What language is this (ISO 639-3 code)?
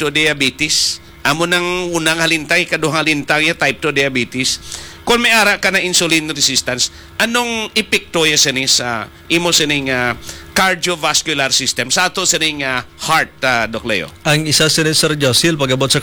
hil